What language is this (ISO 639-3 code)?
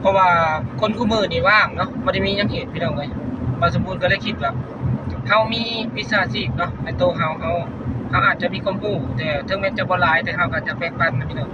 tts